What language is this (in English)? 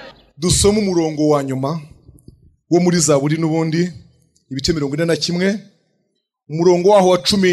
Kinyarwanda